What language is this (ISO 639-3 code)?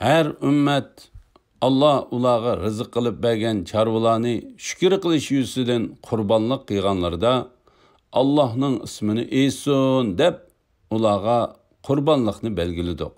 uig